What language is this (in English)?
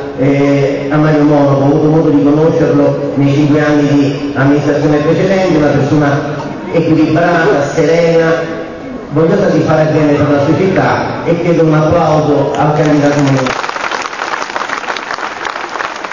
Italian